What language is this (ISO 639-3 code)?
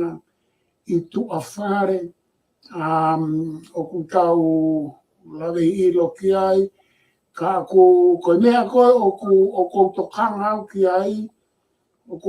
ton